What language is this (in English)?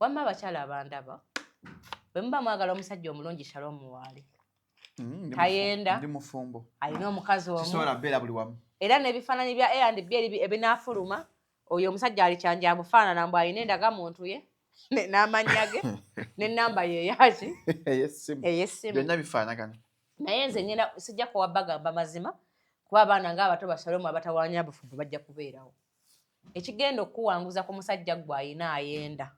Ganda